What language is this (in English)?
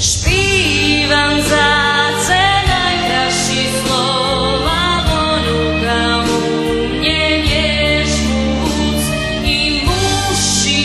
Rusyn